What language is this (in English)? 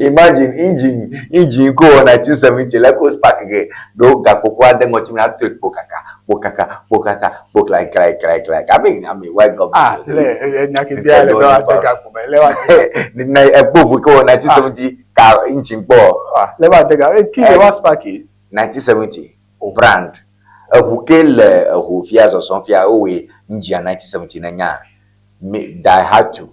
Ewe